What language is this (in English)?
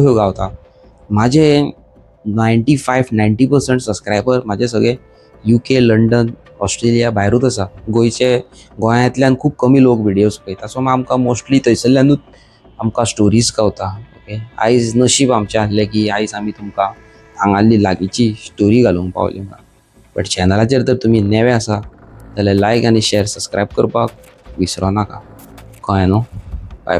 Konkani